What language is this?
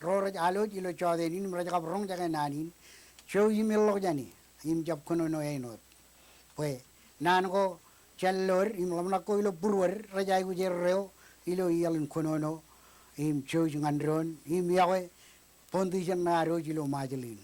Marshallese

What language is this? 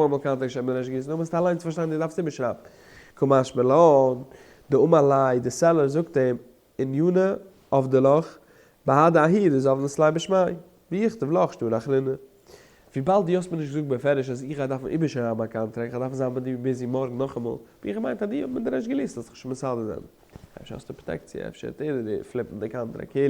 Yiddish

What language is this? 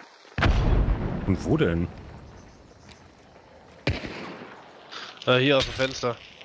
German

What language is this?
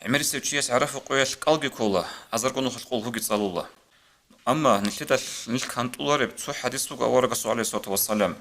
Avaric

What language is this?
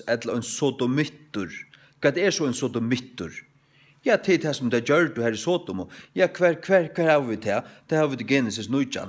Faroese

